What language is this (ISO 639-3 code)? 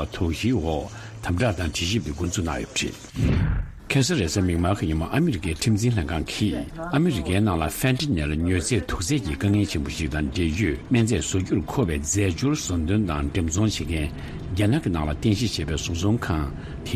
bod